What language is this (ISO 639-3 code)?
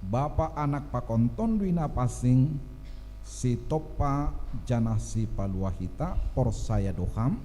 bts